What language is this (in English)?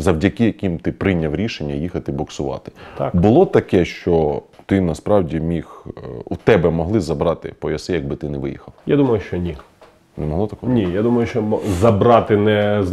Ukrainian